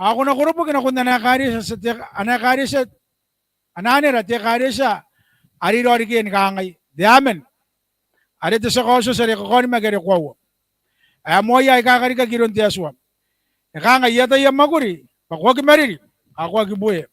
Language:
Gilbertese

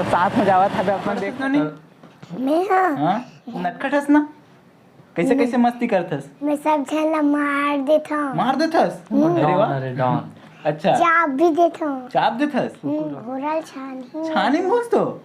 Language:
Chhattisgarhi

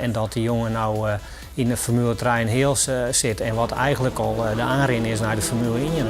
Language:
Western Frisian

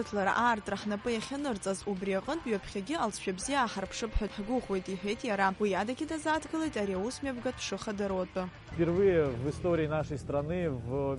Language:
Abkhazian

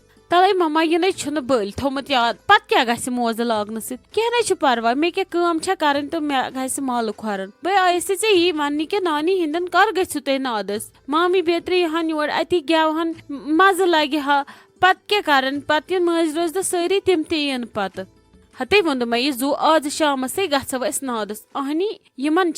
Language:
Kashmiri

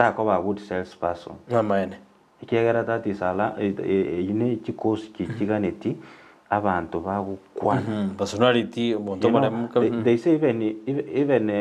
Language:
Gusii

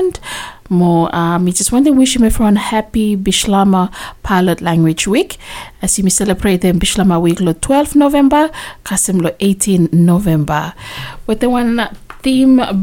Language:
Bislama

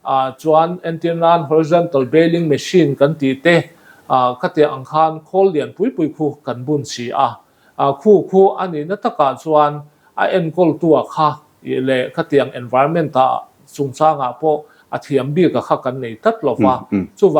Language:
Mizo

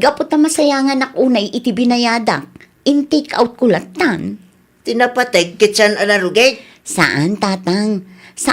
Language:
Iloko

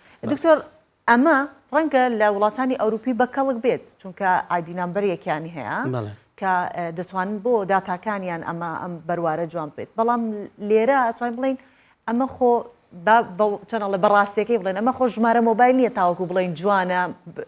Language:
Central Kurdish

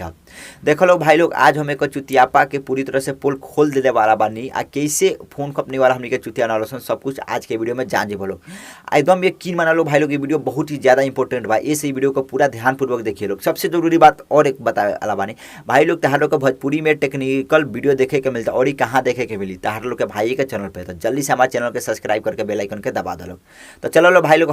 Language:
Bhojpuri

